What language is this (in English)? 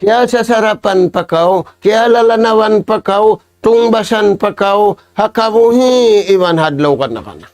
Tausug